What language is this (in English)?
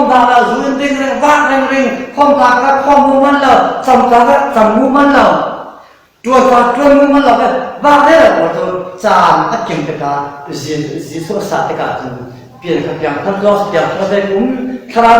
Falam Chin